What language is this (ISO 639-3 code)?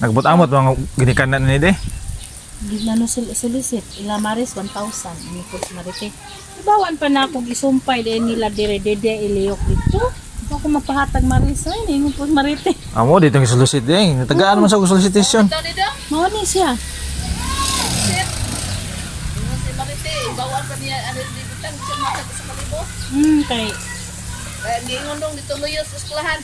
ceb